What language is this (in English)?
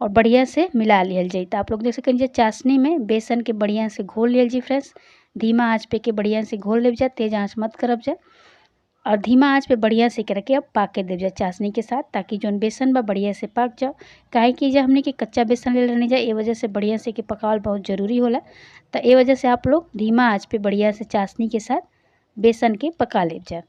Bhojpuri